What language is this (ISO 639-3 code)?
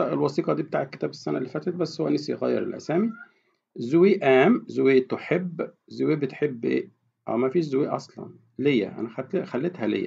arz